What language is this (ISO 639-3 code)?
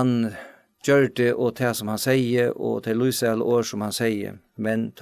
fao